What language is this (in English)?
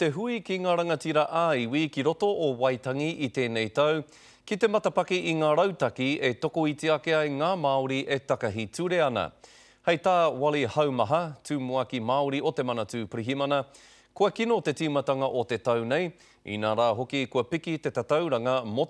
Māori